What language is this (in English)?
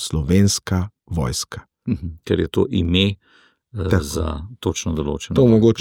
Slovenian